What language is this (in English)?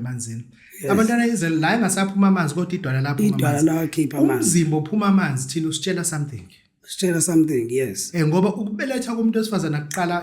Zulu